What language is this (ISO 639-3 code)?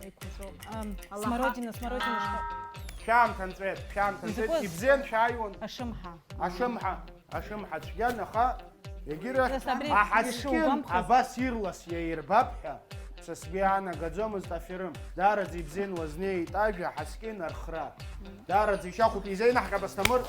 abk